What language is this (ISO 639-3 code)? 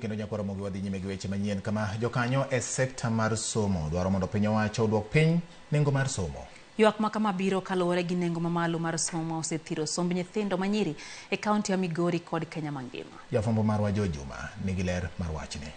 luo